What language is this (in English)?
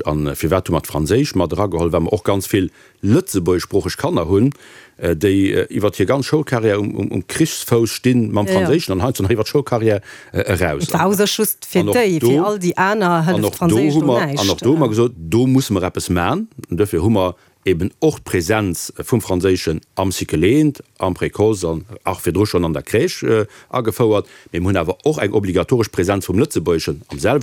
Luxembourgish